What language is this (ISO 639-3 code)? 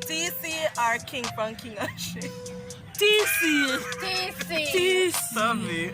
jam